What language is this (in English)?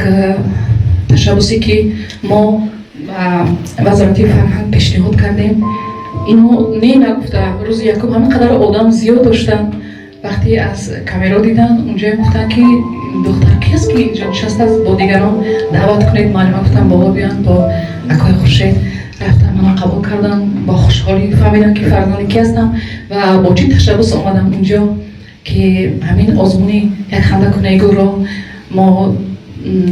Tajik